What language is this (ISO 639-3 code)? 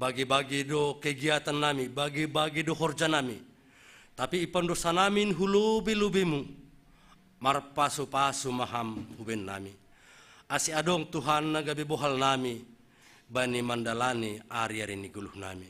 bts